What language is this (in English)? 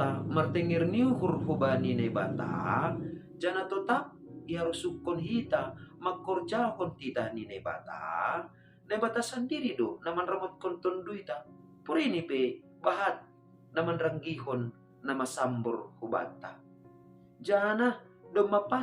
Batak Simalungun